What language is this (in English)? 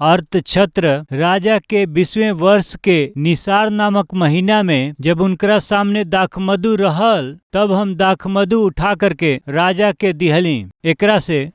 Bhojpuri